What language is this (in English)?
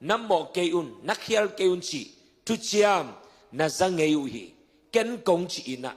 Tedim Chin